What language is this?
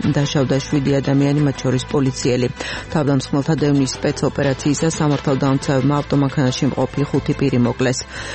Georgian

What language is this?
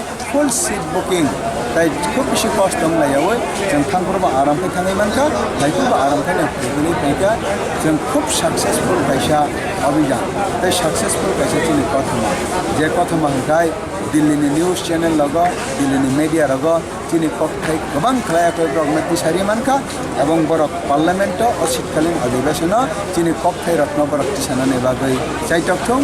Kok Borok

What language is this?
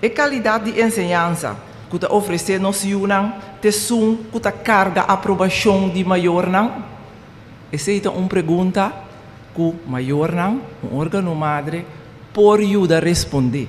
Papiamento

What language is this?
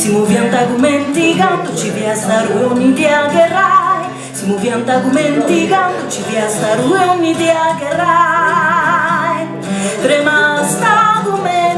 Sardinian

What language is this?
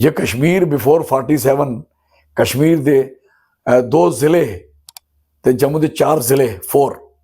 Dogri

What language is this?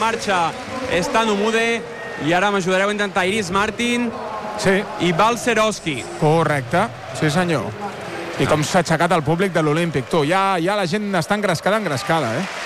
Catalan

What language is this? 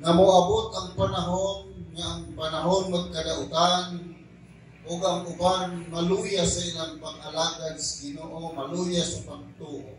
Cebuano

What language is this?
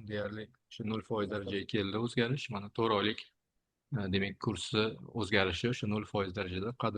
Uzbek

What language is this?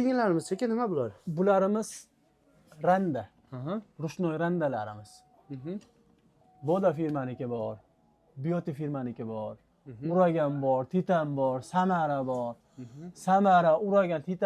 Uzbek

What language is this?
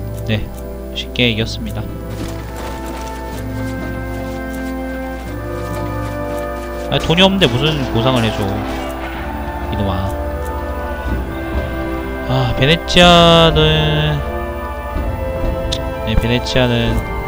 Korean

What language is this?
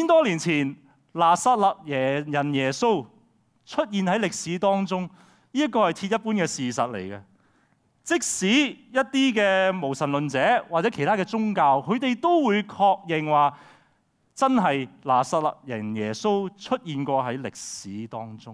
Cantonese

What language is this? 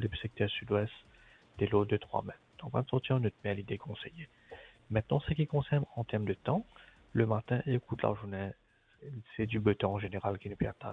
Morisyen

